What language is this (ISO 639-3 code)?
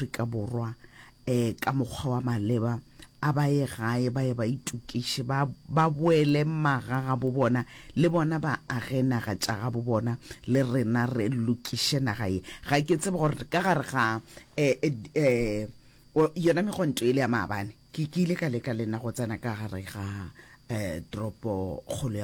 nso